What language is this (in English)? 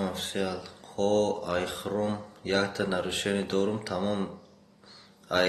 Tajik